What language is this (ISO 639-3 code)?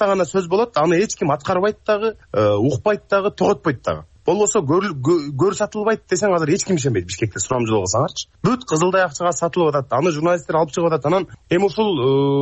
kir